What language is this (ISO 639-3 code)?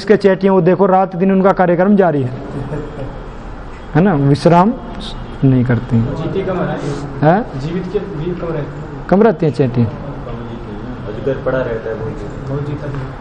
hin